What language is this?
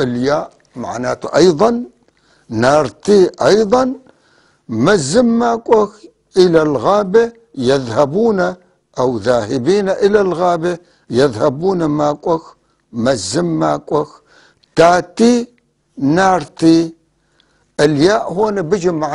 North Levantine Arabic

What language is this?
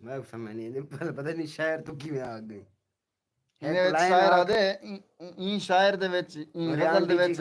Saraiki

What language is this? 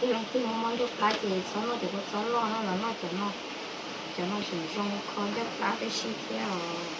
Hmong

